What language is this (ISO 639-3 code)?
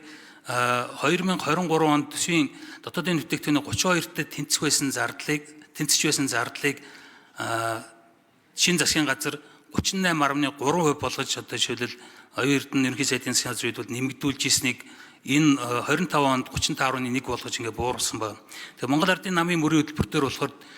mon